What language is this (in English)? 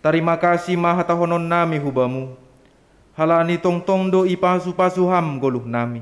Batak Simalungun